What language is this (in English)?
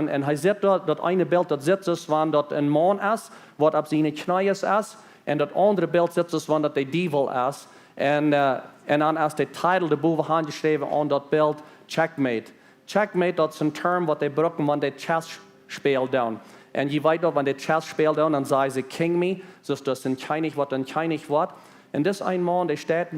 Plautdietsch